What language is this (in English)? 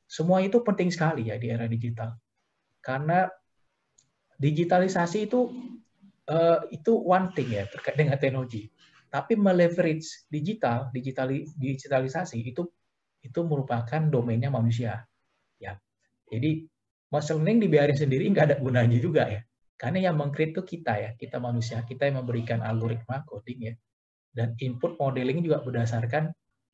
Indonesian